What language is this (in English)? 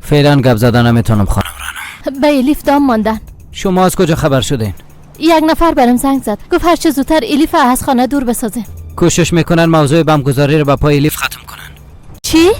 Persian